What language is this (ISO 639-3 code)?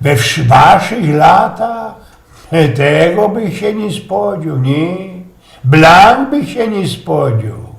szl